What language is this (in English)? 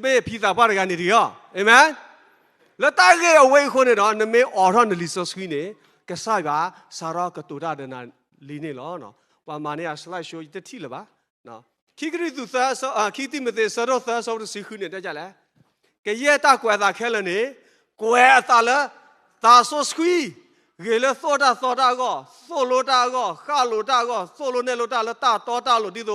S'gaw Karen